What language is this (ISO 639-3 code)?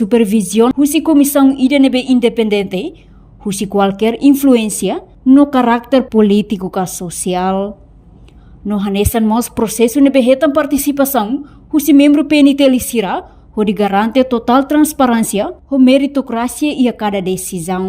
tet